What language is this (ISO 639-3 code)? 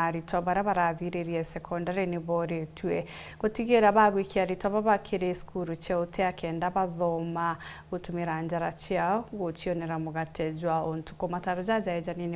mer